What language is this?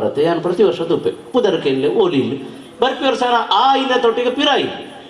Tulu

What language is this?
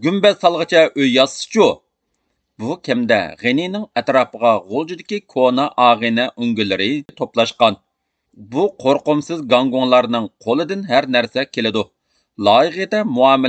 Uyghur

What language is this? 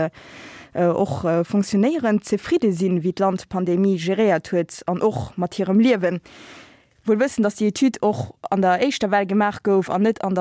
Luxembourgish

